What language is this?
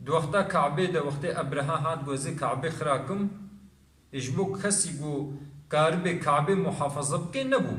Kurdish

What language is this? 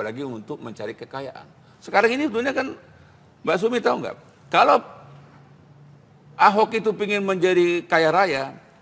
Indonesian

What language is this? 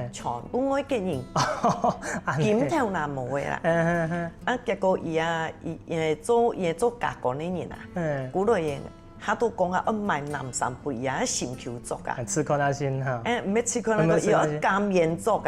Hakka Chinese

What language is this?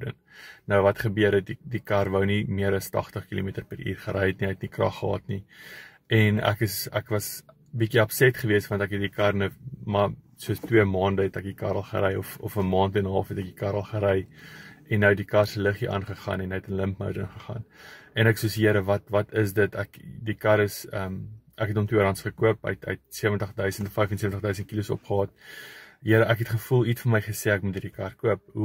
Afrikaans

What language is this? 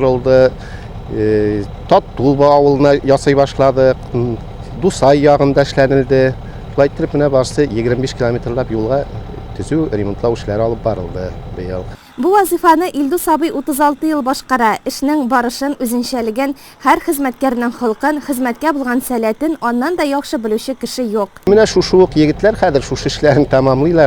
Tatar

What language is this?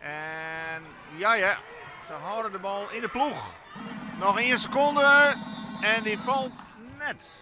Western Frisian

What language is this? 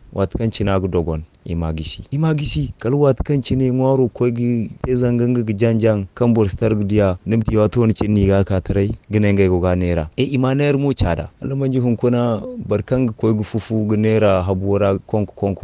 Zarma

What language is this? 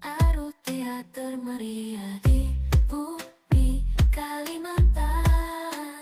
Banjar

